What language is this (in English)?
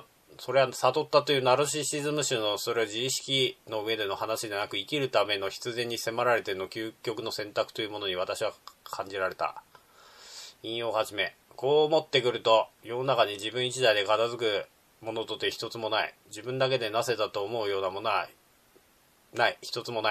Japanese